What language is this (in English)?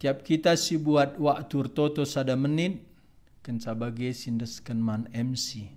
Batak Karo